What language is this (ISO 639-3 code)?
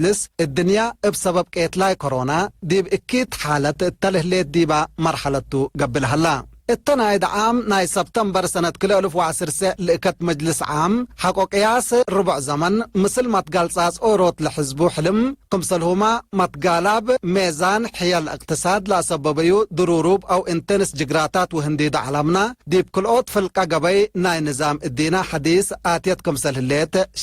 tig